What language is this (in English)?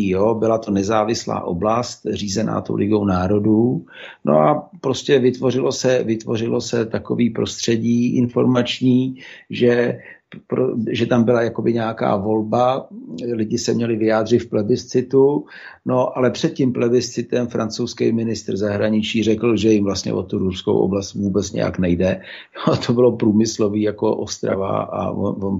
Czech